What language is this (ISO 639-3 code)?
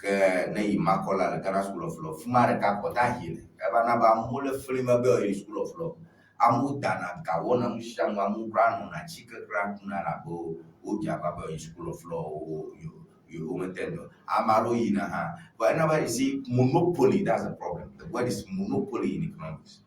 ewe